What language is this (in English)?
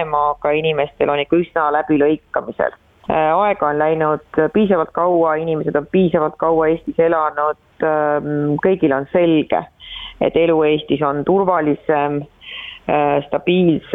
Estonian